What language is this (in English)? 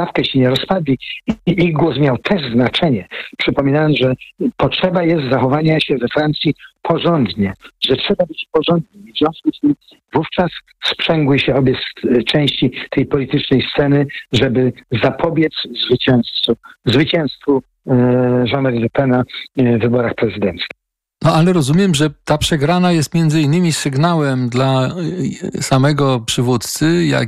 Polish